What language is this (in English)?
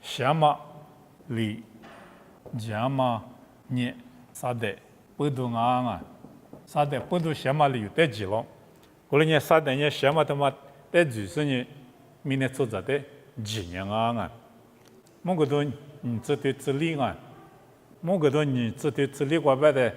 Lisu